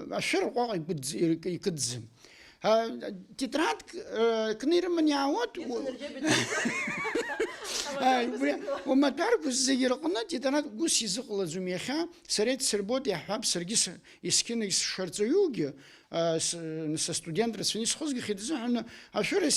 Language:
Abkhazian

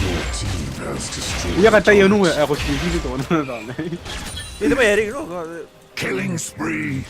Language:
Gilbertese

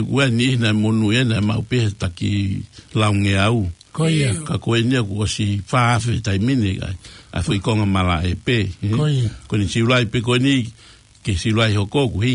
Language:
Tongan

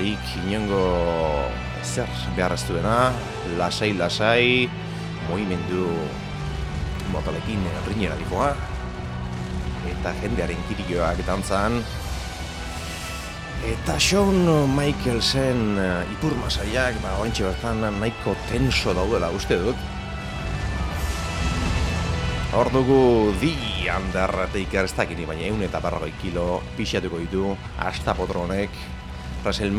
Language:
Basque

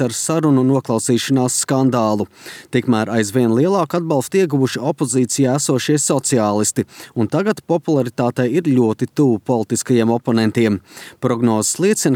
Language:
Latvian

